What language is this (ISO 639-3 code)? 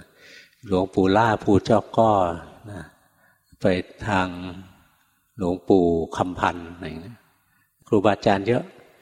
tha